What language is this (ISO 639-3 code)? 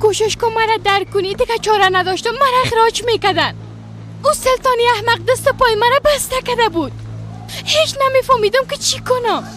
fas